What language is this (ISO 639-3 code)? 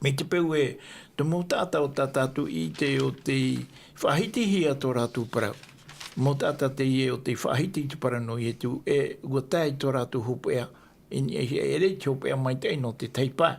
tah